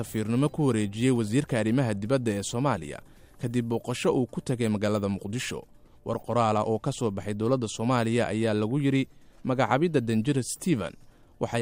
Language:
Somali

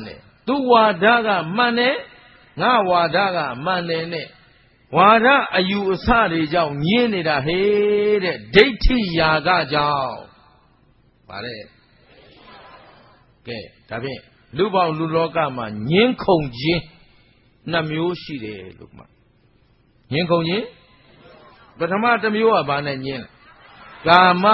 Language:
Burmese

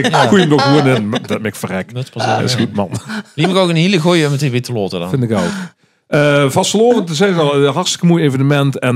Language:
Limburgish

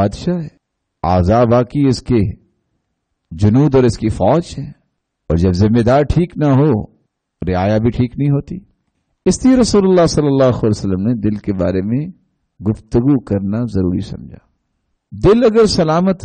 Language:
Urdu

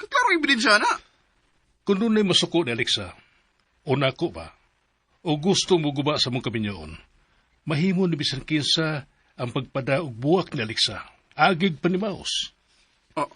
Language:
Cebuano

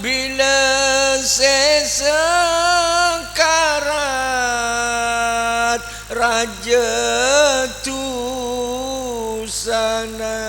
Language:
Madurese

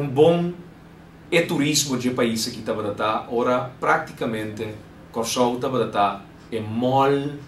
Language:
Papiamento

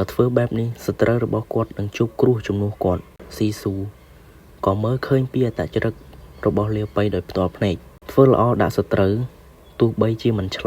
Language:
Khmer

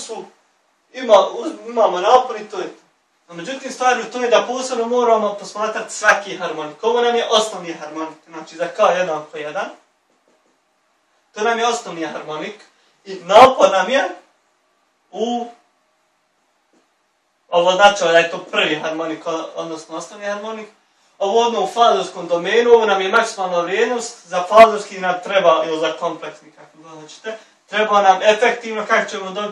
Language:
Bosnian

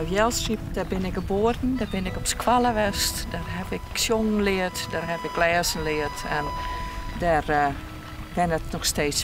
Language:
Western Frisian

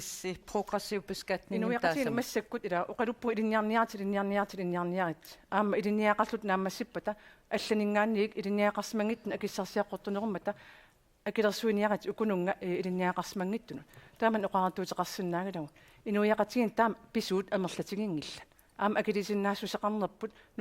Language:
Kalaallisut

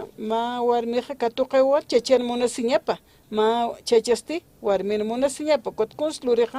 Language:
Aymara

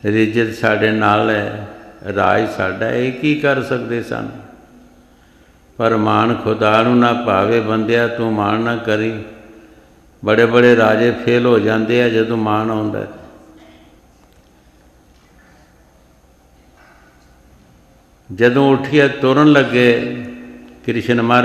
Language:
Punjabi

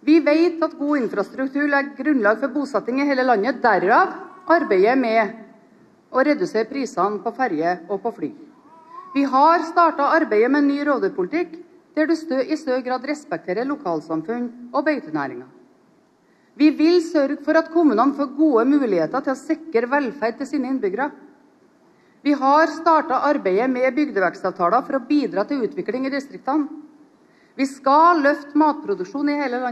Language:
Norwegian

